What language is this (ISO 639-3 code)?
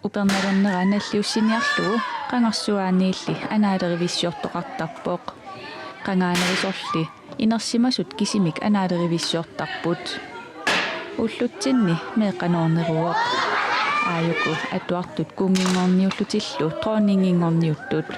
kal